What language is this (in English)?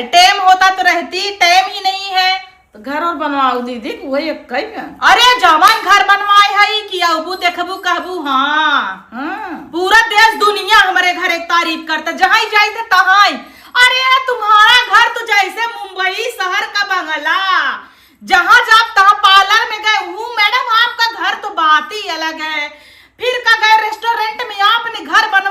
Awadhi